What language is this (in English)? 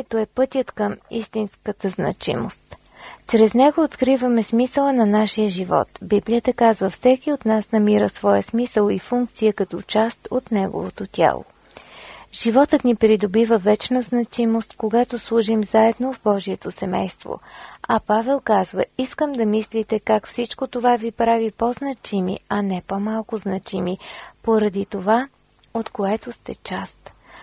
Bulgarian